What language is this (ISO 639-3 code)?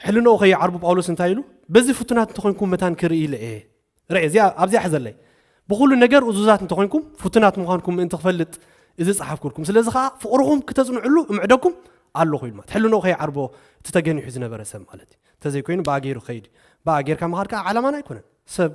tir